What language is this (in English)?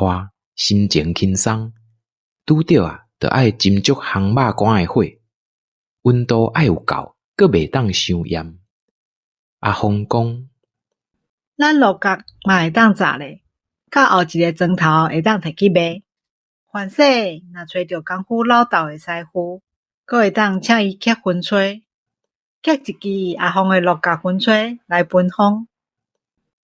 Min Nan Chinese